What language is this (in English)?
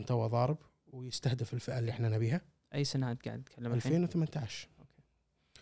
Gulf Arabic